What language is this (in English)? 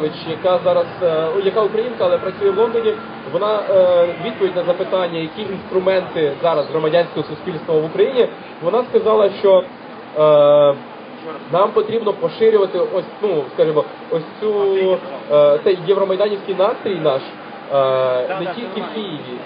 Ukrainian